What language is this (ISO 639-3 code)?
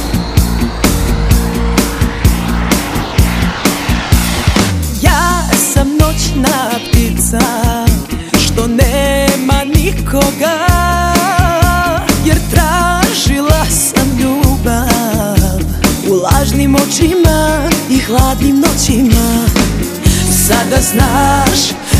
srp